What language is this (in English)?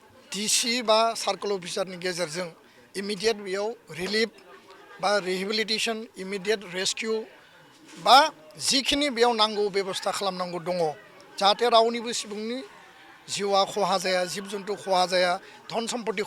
Bodo